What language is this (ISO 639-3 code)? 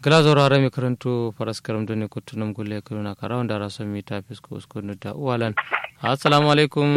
kau